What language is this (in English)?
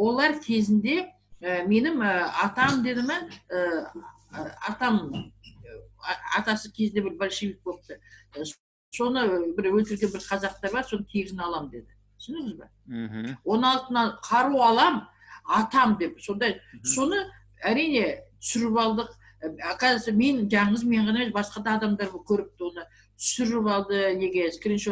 Kazakh